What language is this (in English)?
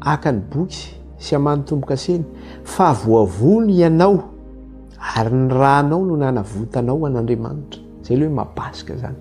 Malagasy